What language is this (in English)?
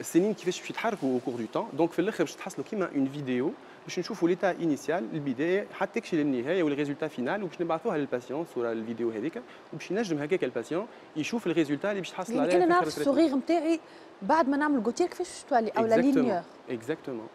Tunisian Arabic